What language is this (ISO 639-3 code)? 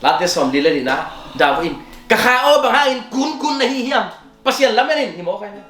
ctd